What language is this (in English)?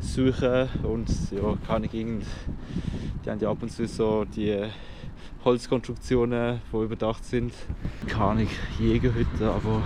Swiss German